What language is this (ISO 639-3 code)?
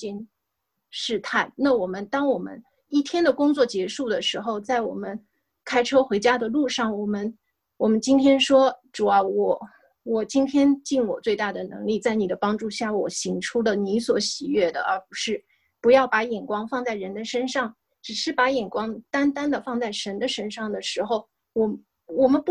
zho